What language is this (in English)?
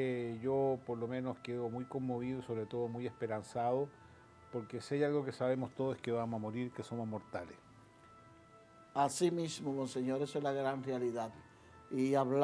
Spanish